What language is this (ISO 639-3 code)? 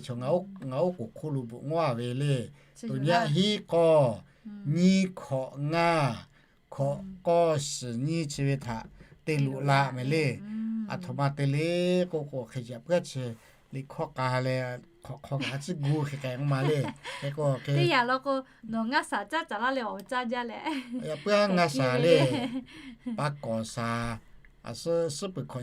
lhu